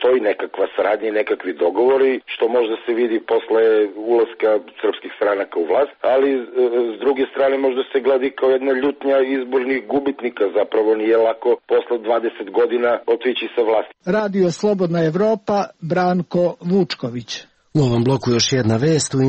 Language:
Serbian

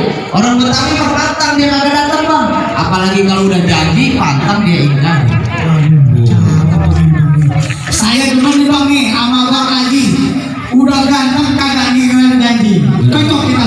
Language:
Betawi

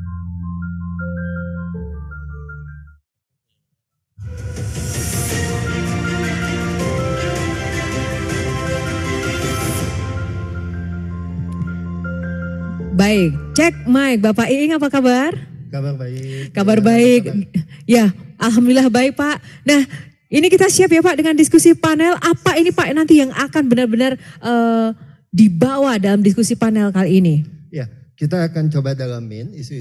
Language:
Indonesian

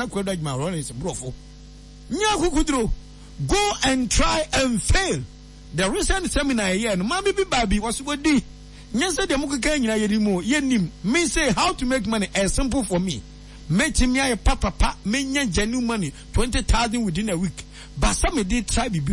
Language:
Akan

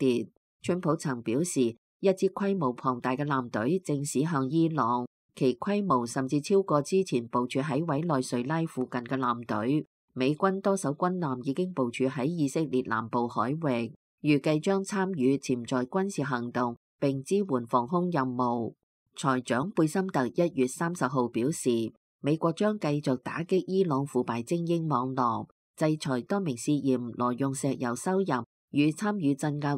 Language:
Cantonese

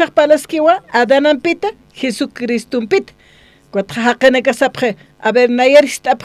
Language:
Aymara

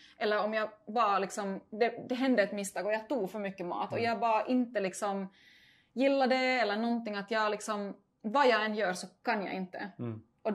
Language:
Swedish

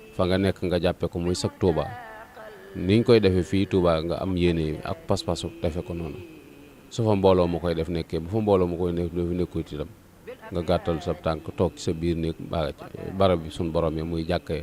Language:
Wolof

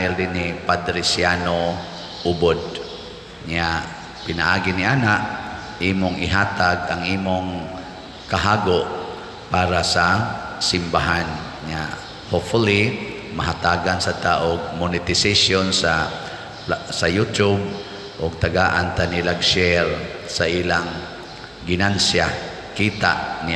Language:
Cebuano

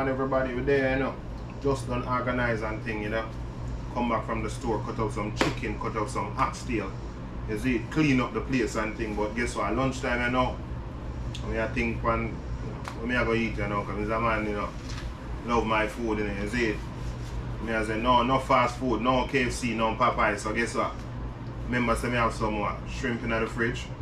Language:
Jamaican Creole English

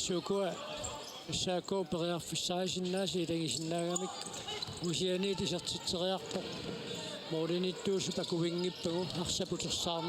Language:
Kalaallisut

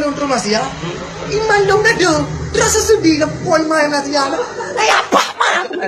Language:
Achinese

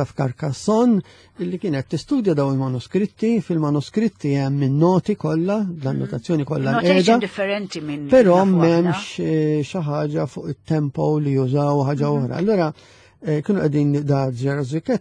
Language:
Maltese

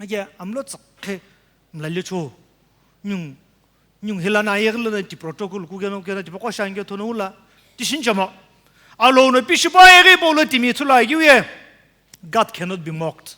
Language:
Sumi Naga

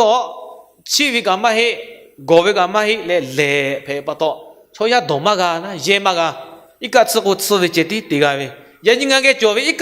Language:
Lahu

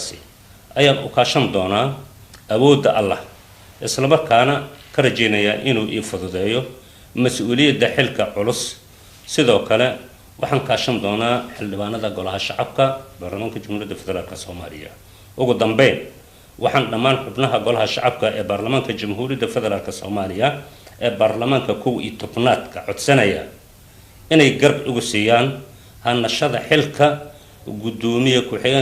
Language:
Somali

